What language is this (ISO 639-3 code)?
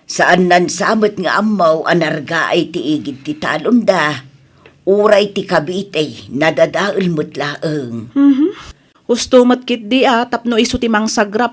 ilo